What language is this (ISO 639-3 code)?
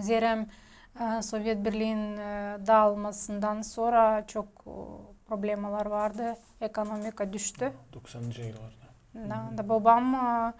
gag